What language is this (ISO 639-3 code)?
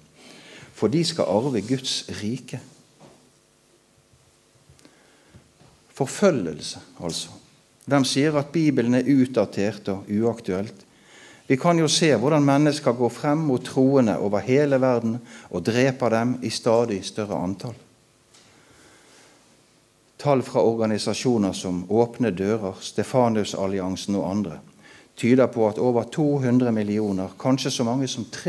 nor